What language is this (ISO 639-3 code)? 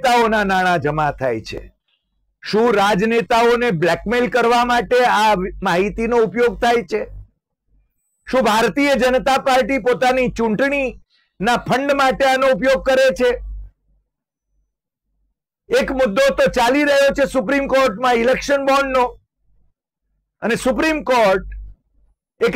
guj